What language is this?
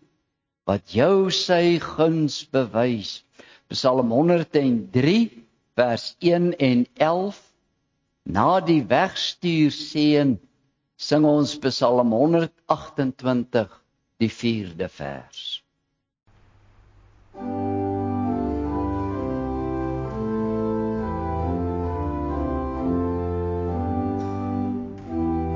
Afrikaans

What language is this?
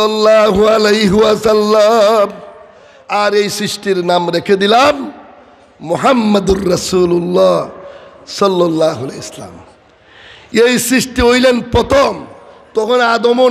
Sylheti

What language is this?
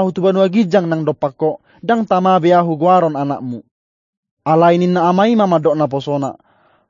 Batak Toba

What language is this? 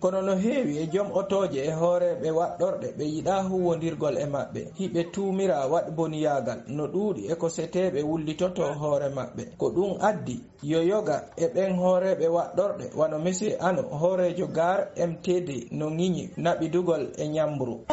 Fula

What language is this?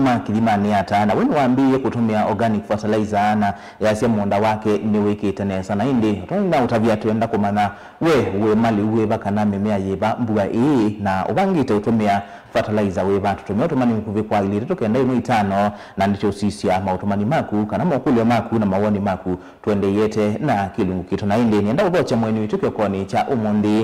Kamba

